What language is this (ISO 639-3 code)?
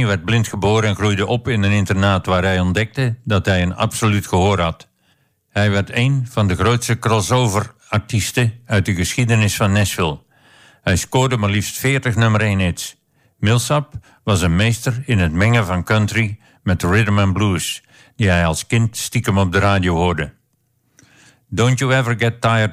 nld